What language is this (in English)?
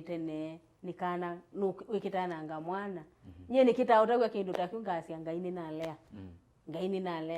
Kamba